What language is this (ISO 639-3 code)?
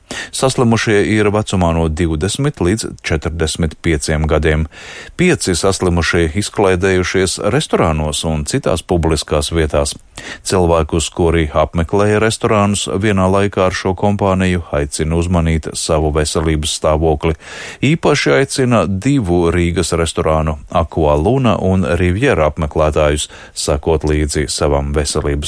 lav